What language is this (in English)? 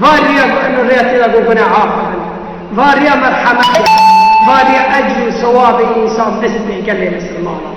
Kurdish